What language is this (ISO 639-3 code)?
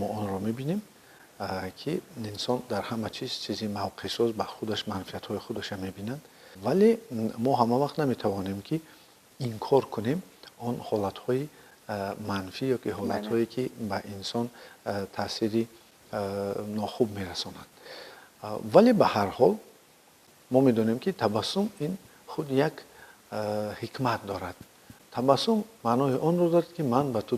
tgk